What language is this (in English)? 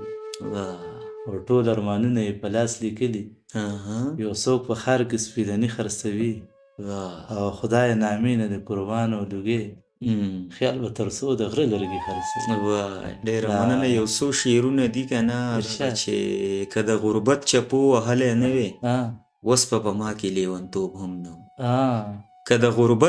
Pashto